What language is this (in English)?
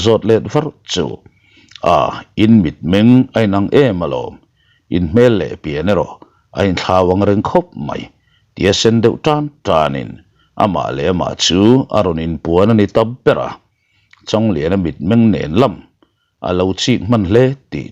Mizo